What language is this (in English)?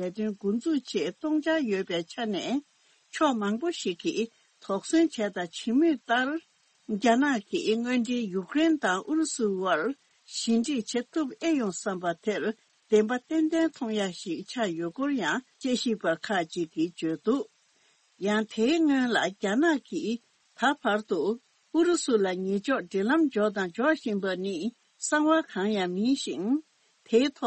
Tibetan